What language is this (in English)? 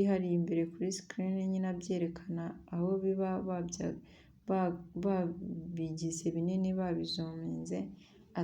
Kinyarwanda